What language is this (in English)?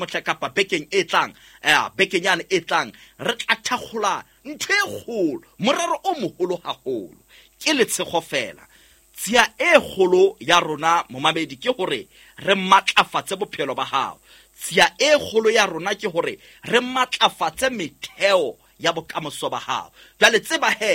Southern Sotho